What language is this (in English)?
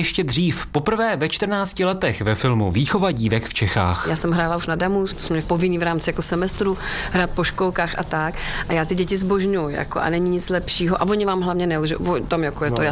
Czech